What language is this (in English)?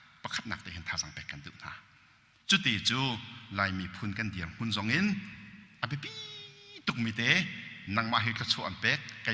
Hakha Chin